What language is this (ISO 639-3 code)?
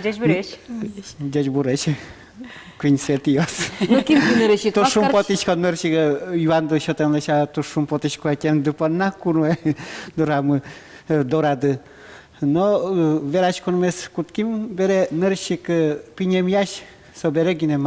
udm